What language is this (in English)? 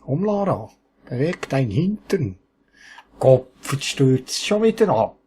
Swiss German